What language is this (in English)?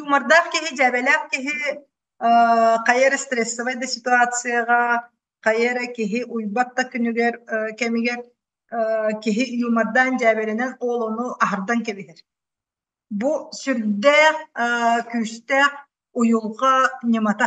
Yakut